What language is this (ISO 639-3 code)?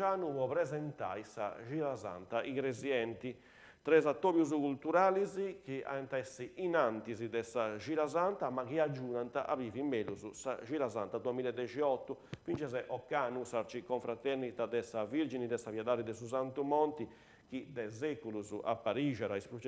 srd